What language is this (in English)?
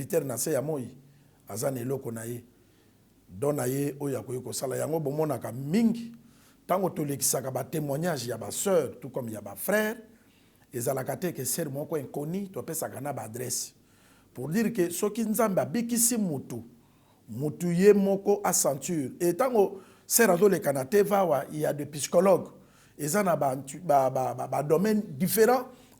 Lingala